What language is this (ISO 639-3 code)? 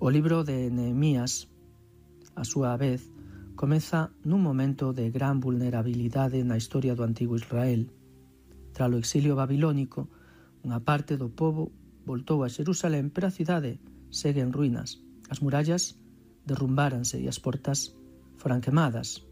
glg